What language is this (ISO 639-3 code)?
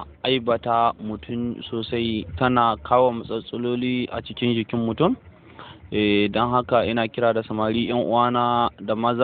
hau